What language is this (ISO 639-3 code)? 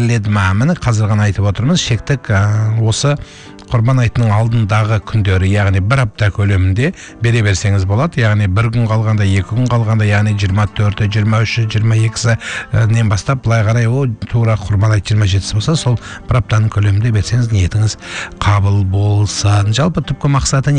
kaz